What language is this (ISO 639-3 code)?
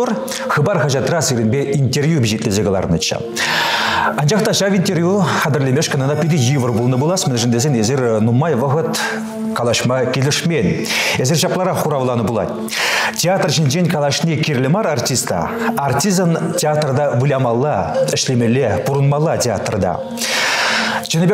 chv